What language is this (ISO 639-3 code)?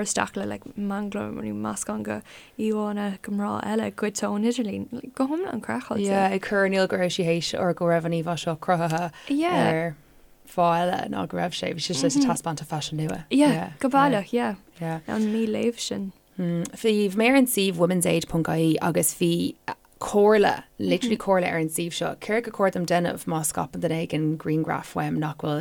gle